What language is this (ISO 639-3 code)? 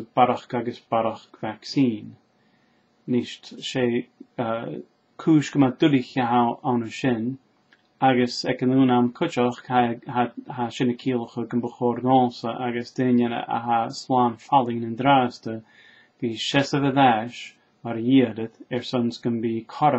gla